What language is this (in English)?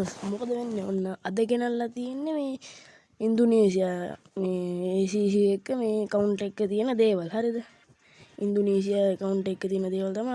Sinhala